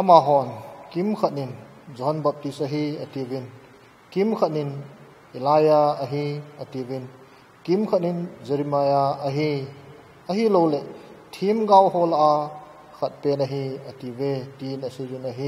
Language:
Thado Chin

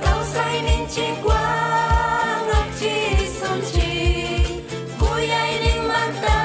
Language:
Ayacucho Quechua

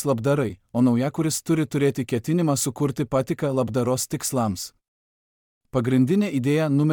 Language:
Lithuanian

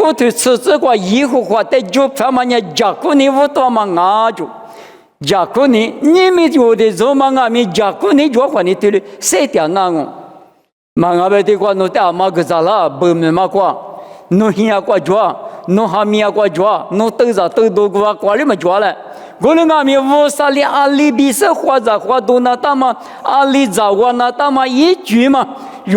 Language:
Lisu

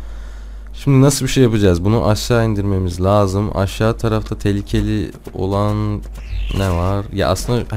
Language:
Turkish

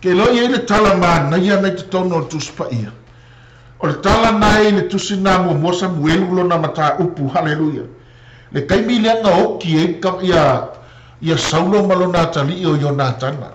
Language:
Samoan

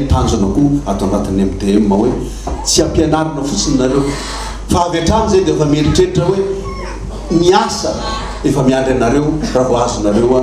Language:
Malagasy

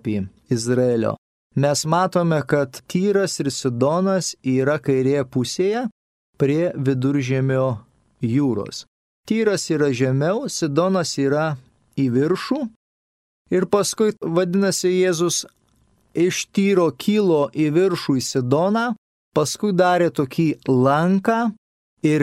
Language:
Lithuanian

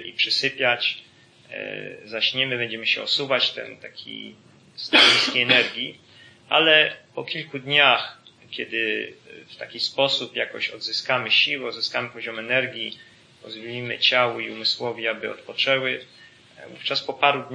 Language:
Polish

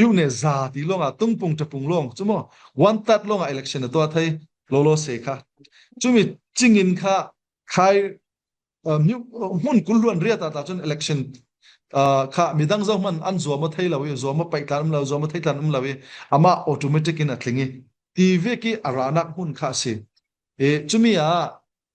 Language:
Falam Chin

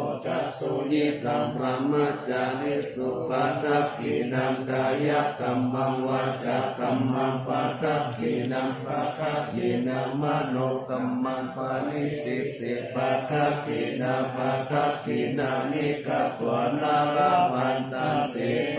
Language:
Pali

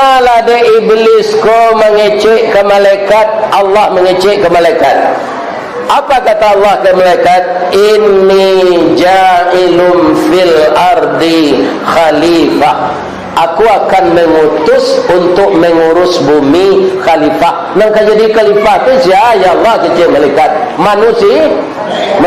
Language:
Minangkabau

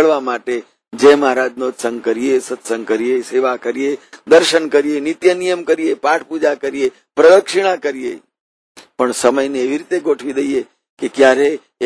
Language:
Gujarati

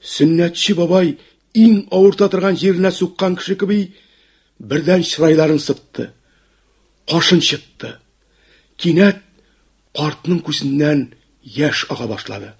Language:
Tatar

